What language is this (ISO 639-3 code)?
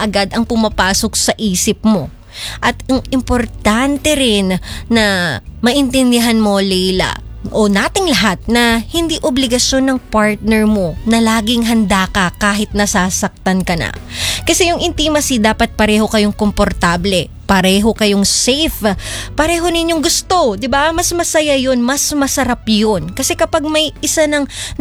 fil